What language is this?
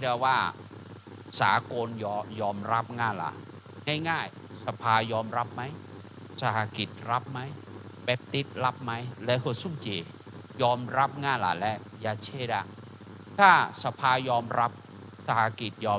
Akha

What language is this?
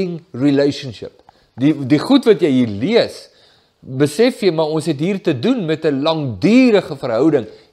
Afrikaans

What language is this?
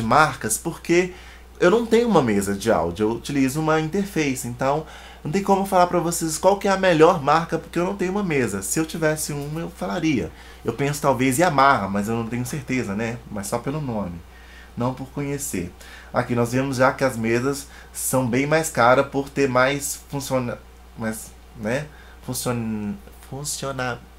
Portuguese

